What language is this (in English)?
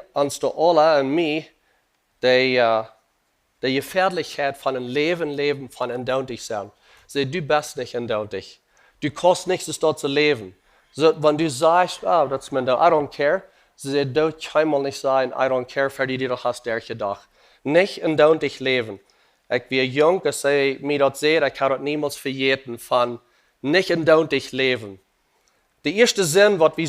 Plautdietsch